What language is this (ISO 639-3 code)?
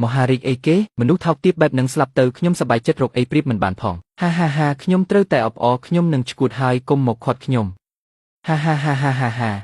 khm